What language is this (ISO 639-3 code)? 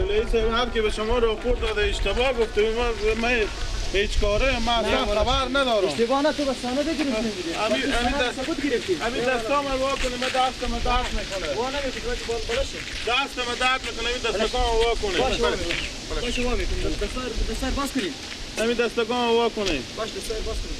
fas